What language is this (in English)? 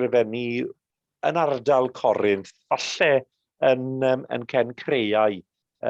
Welsh